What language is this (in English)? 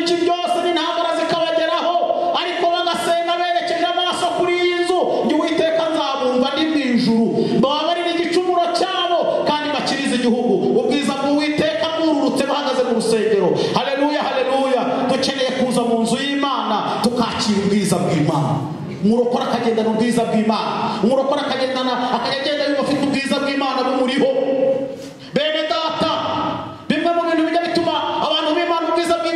Kinyarwanda